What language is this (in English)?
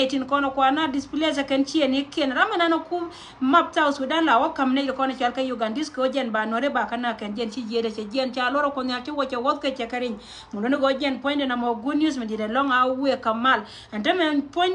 Nuer